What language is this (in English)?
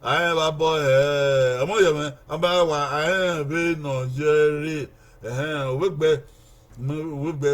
Bini